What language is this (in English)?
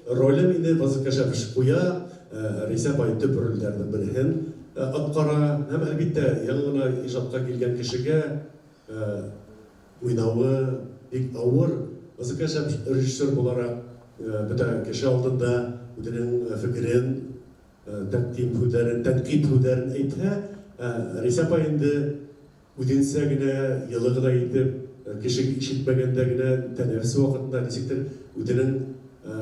Bashkir